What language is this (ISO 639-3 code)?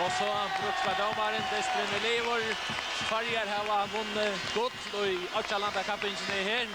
fao